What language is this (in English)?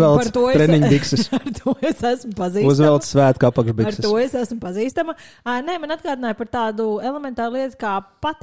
Latvian